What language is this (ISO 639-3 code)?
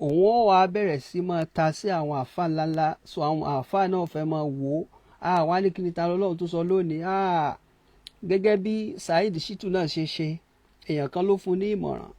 yor